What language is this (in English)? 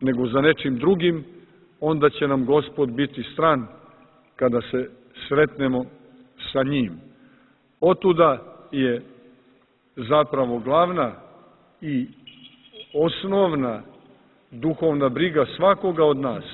Serbian